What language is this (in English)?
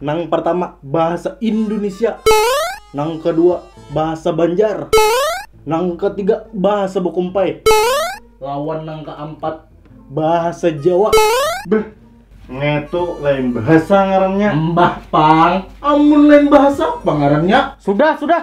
Banjar